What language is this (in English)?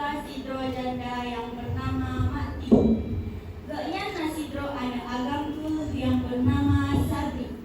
Achinese